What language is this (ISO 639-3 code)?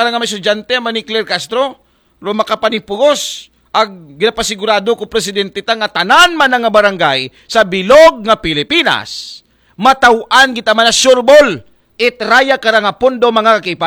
akl